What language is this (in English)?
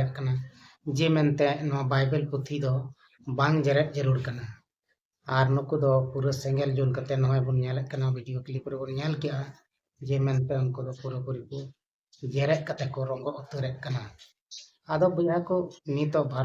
Santali